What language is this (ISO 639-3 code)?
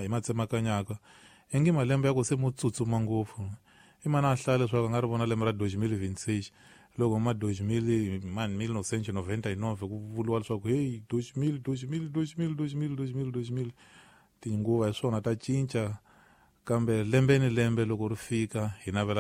tso